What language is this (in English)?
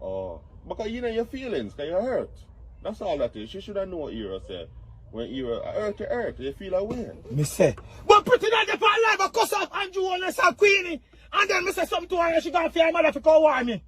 Jamaican Creole English